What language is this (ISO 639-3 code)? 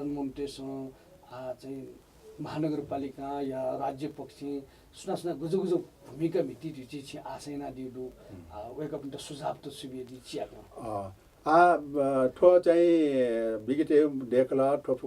new